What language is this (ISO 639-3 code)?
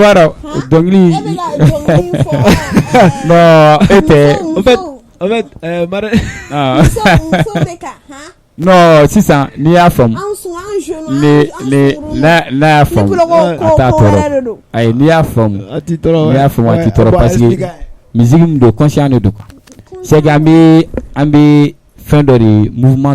bam